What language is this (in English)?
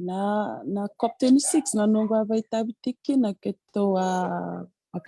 Fijian